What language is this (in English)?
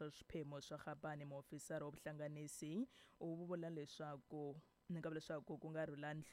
Tsonga